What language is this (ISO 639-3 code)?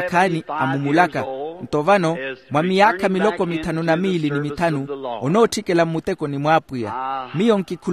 vmw